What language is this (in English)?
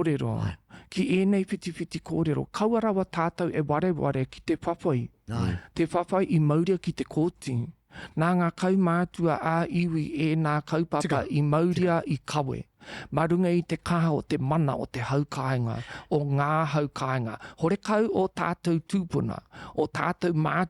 Māori